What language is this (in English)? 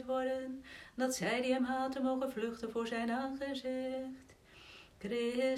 Dutch